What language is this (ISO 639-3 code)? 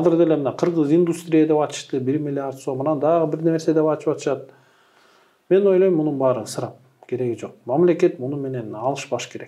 kir